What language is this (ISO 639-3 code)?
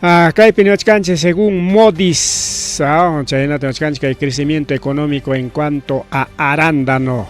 quy